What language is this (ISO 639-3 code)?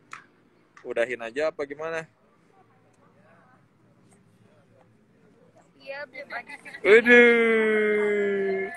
ind